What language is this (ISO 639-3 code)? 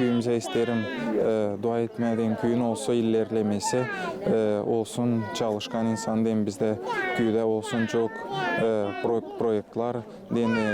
gag